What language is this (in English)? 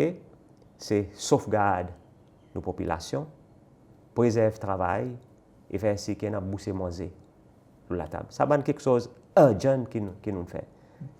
Seselwa Creole French